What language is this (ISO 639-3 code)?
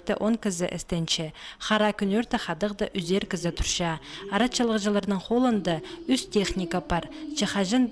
kjh